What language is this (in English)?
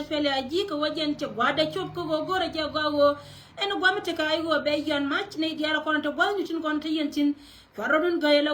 Nuer